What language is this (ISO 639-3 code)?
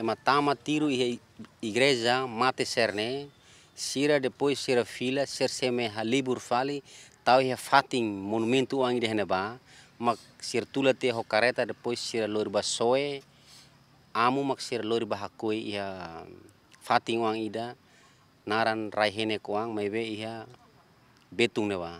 tet